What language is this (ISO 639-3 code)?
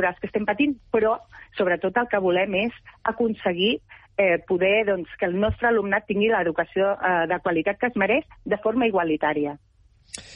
cat